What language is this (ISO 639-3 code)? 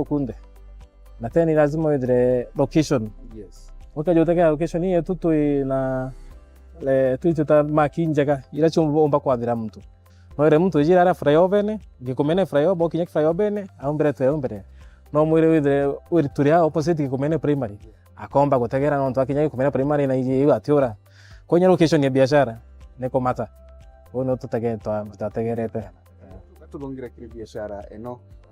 mer